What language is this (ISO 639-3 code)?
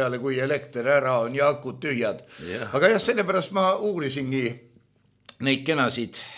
est